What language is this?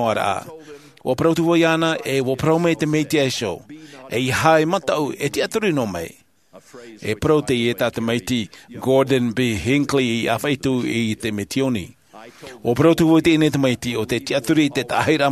Tahitian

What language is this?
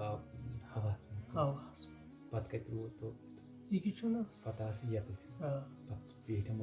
Kashmiri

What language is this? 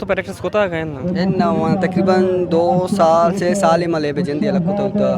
Eastern Balochi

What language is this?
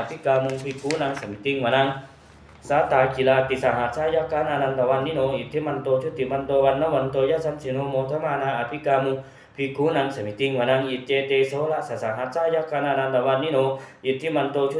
Pali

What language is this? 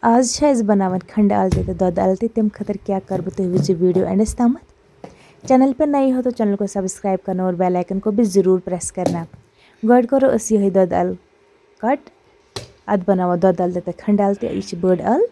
Kashmiri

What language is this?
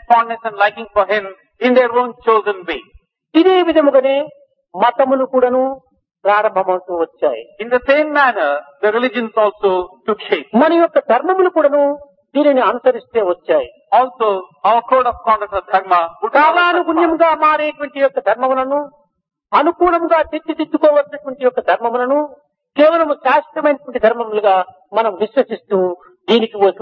Telugu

